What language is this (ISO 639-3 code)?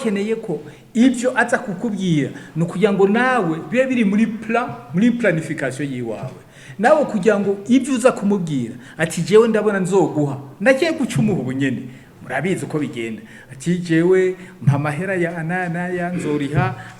run